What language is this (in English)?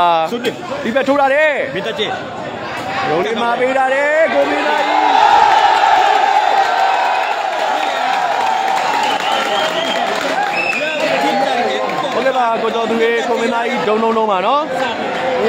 Burmese